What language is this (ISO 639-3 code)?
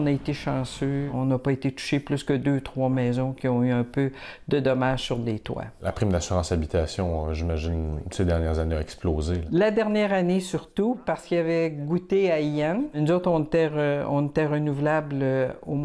fra